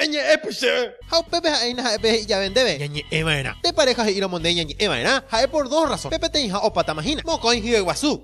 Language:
Guarani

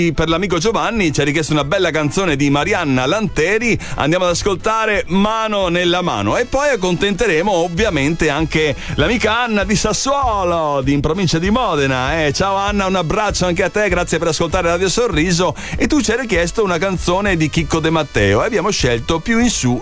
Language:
Italian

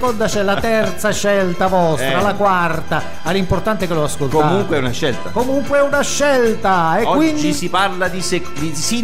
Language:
Italian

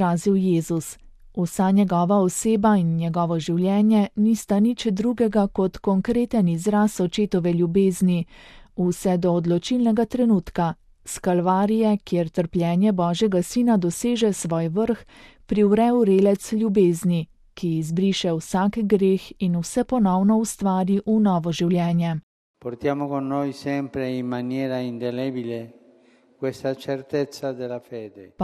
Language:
Slovenian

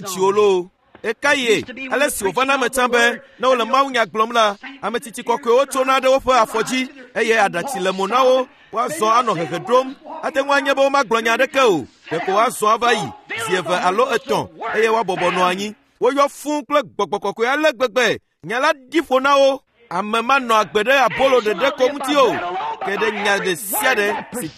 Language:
Ewe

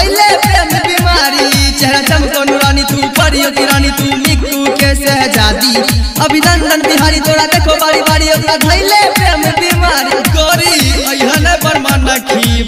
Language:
Bhojpuri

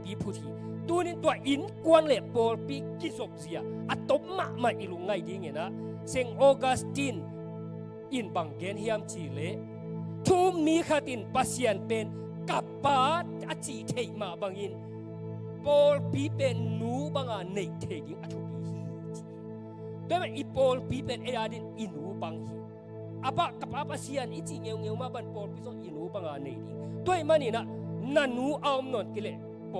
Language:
Tedim Chin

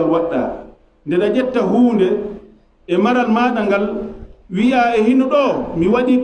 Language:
Fula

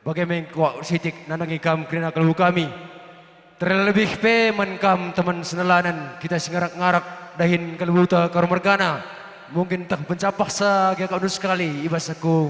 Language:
Batak Karo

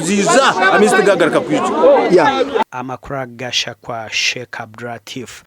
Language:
Nyankole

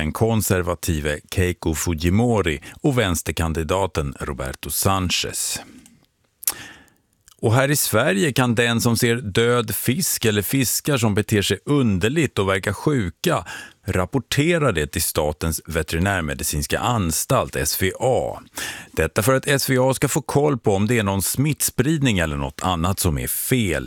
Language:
Swedish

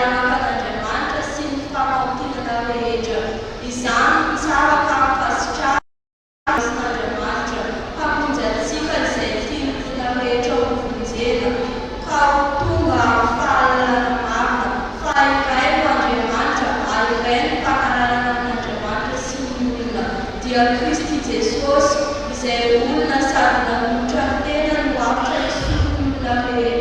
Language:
Malagasy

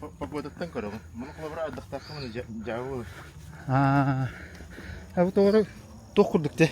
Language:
Yakut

